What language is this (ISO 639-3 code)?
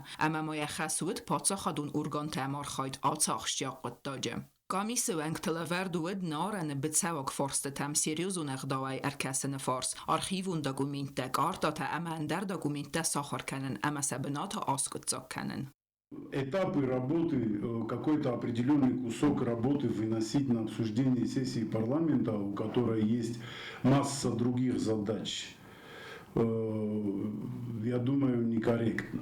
oss